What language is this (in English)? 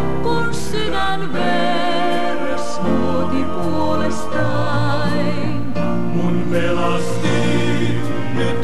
Finnish